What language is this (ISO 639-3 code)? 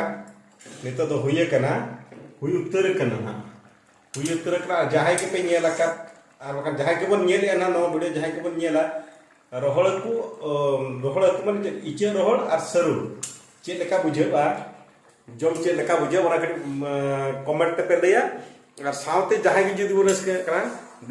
sat